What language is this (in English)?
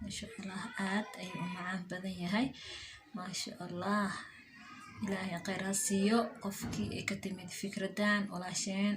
Somali